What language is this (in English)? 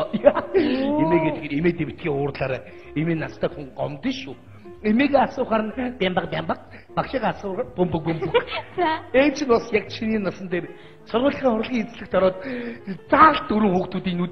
Mongolian